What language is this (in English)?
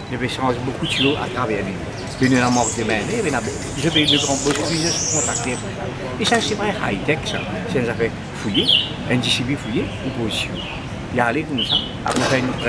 Morisyen